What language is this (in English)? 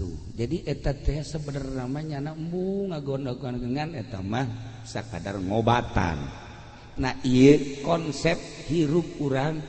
Sundanese